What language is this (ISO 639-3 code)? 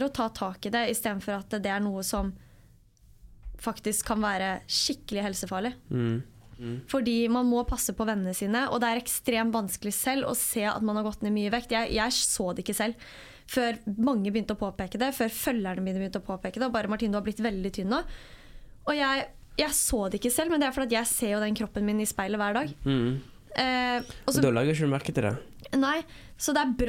nor